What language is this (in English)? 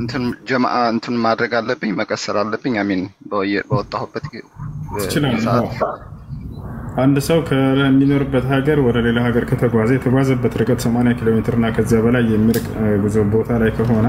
Amharic